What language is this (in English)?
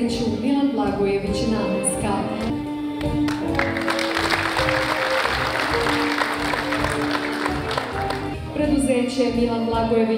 Serbian